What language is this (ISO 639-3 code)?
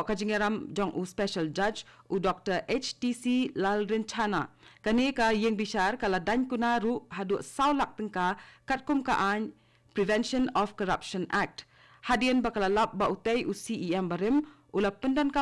kha